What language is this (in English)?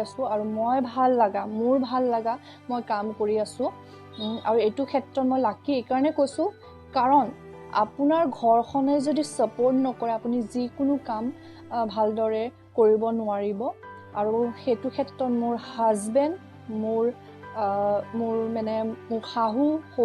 Assamese